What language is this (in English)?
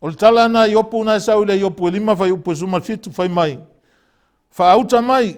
Samoan